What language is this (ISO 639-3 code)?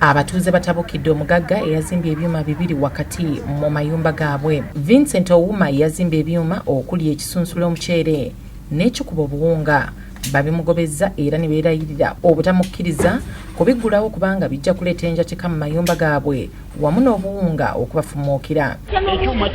lug